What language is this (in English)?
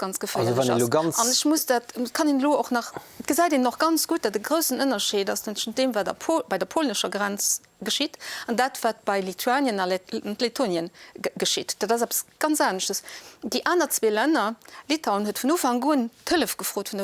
Luxembourgish